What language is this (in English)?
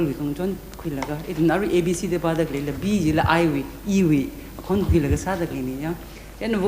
Tangkhul Naga (India)